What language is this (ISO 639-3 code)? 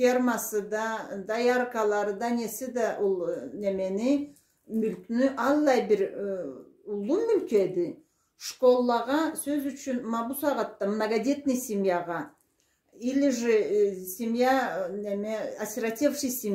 krc